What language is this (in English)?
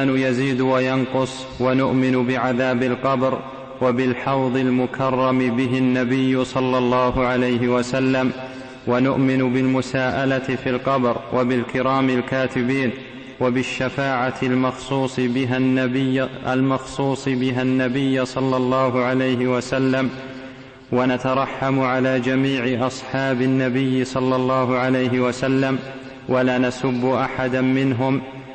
Arabic